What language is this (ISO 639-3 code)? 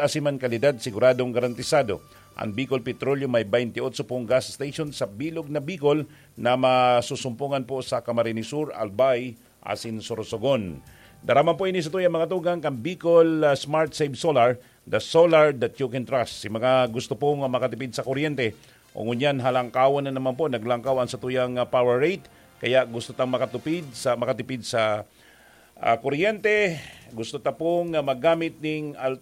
bik